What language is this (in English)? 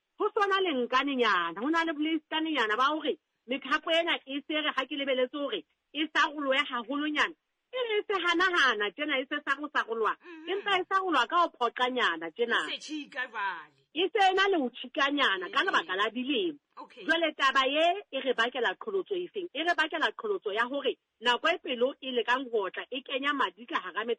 Southern Sotho